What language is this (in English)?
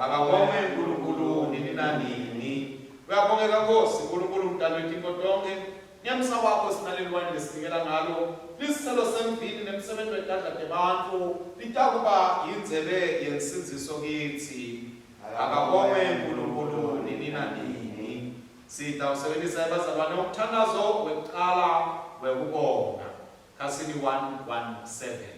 Swati